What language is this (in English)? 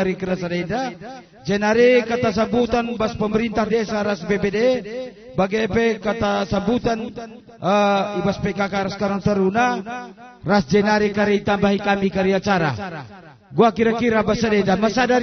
Batak Karo